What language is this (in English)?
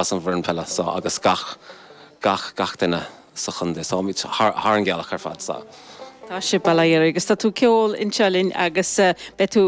Irish